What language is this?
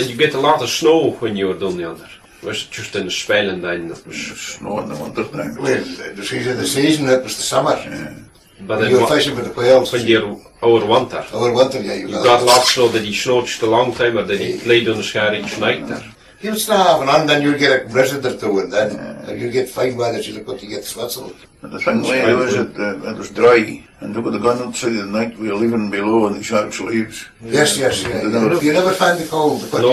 Scots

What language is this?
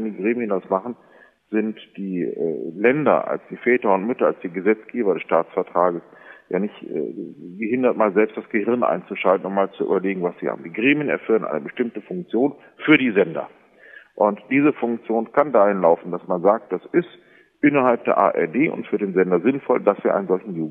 German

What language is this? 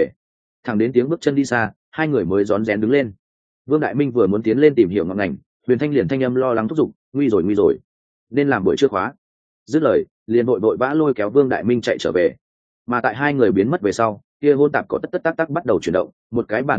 Vietnamese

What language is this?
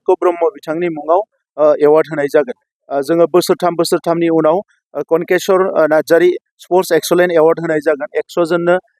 Bodo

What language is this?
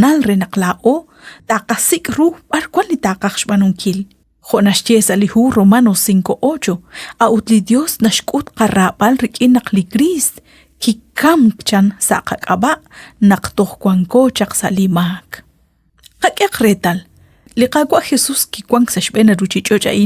Kekchí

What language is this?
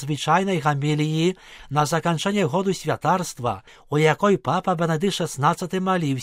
Belarusian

